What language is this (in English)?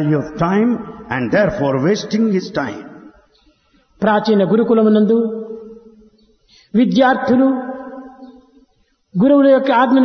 Telugu